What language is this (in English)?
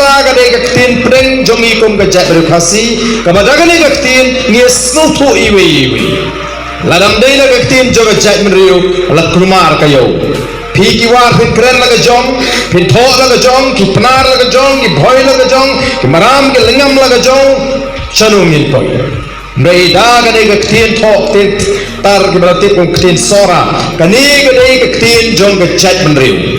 Khasi